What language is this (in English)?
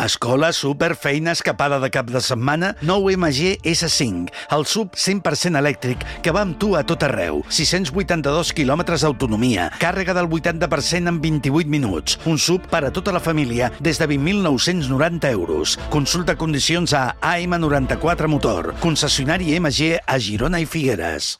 Catalan